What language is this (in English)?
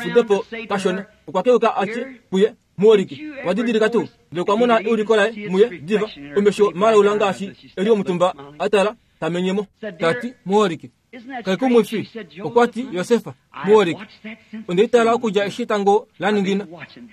Kuanyama